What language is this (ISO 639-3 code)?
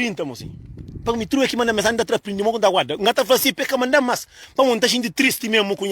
kea